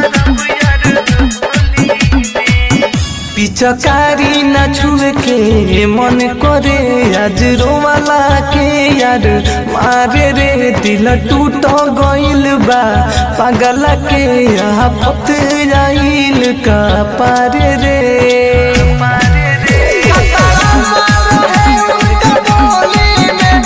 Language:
Bhojpuri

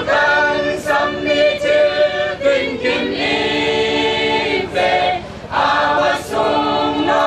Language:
Falam Chin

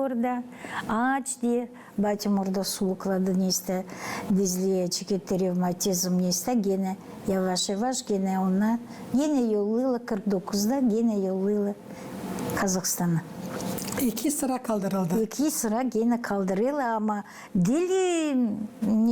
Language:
Gagauz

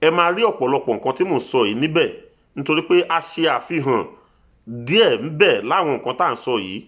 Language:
Yoruba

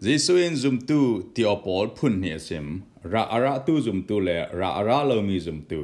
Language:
Falam Chin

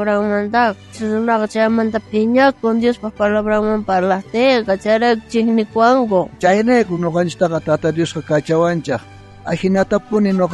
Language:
South Bolivian Quechua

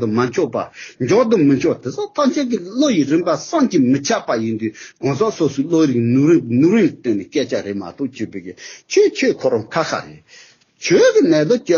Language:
Tibetan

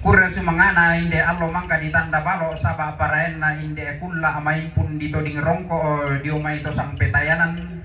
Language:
Toraja-Sa'dan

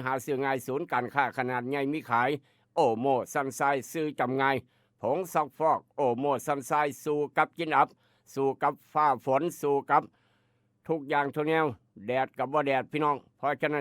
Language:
Northeastern Thai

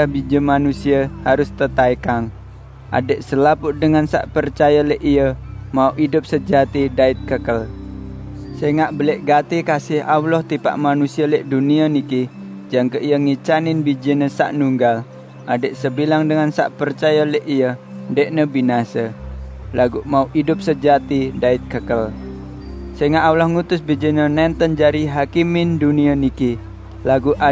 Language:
Sasak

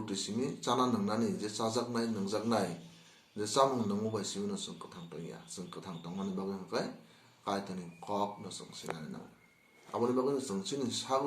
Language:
Kok Borok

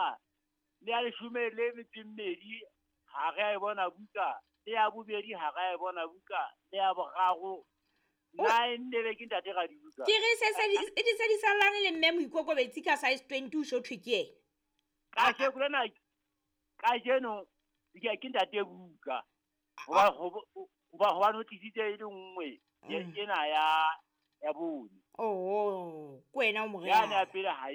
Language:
Southern Sotho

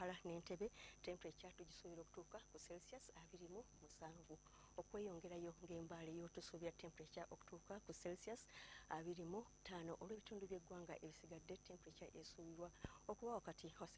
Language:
Ganda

